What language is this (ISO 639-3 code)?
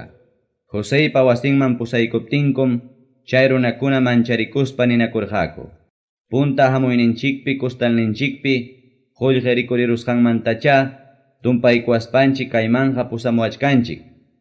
quy